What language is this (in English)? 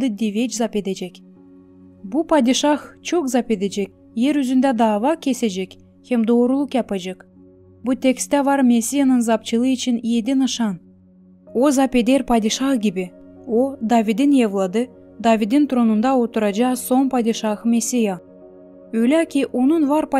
Gagauz